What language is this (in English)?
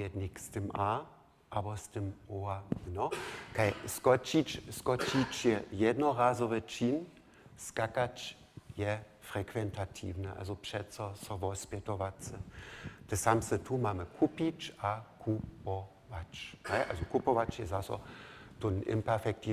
Upper Sorbian